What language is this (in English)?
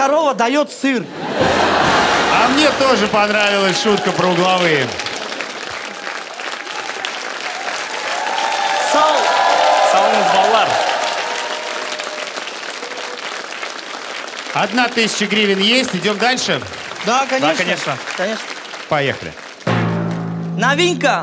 Russian